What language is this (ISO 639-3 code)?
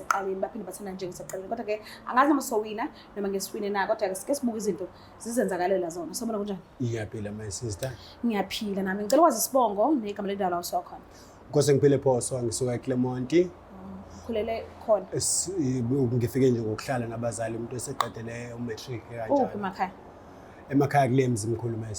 zul